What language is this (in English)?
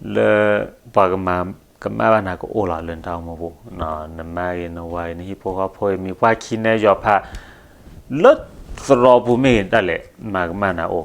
S'gaw Karen